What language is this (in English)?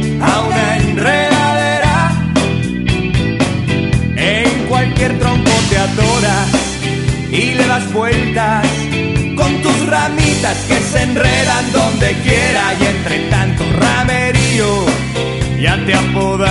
Spanish